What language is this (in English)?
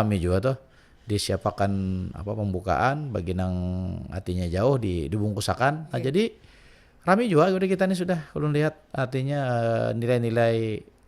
Banjar